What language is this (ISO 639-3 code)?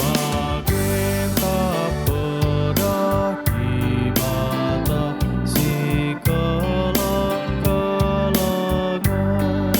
btx